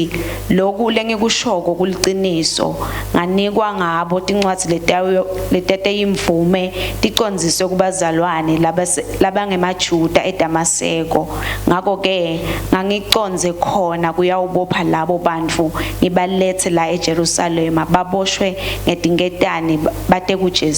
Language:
Swati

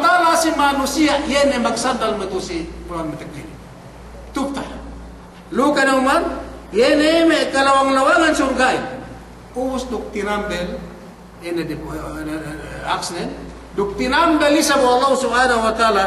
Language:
Yakan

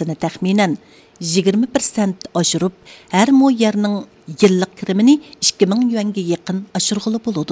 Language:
Uyghur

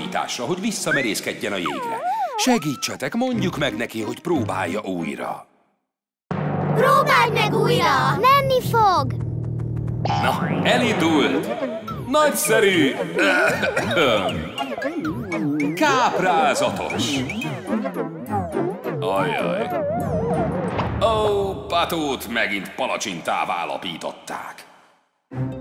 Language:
Hungarian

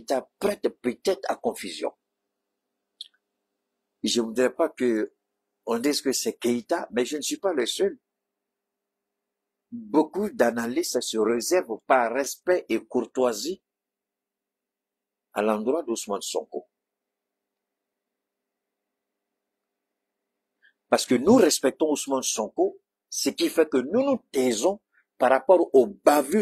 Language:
French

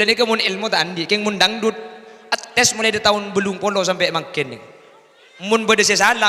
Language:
Madurese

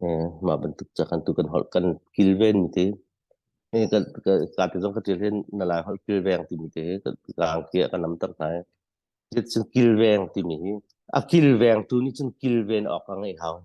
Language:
Hakha Chin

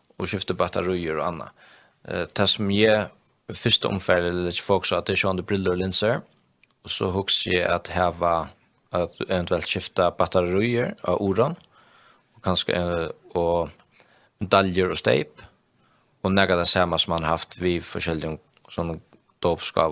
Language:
Faroese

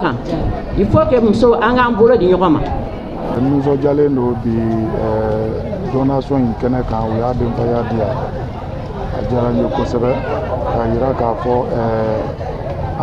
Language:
Bambara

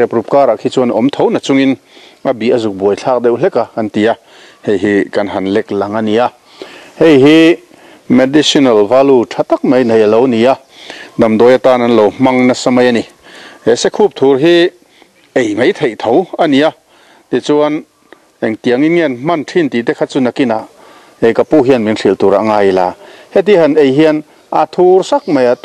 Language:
Mizo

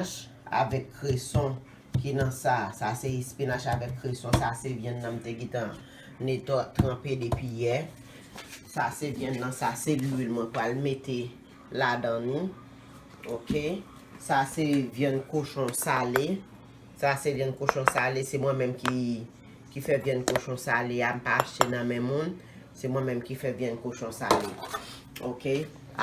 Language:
Haitian Creole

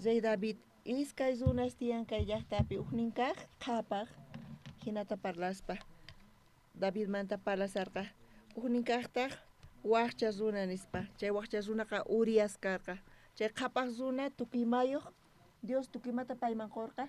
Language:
South Bolivian Quechua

